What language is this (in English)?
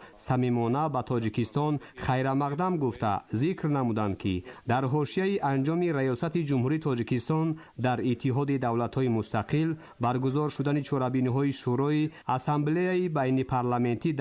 Tajik